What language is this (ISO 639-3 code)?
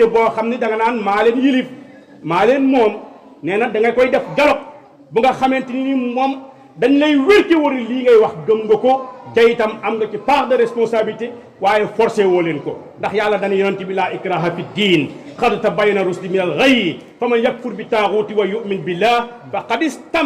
wol